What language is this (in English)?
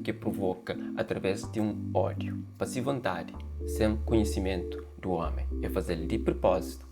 Kabuverdianu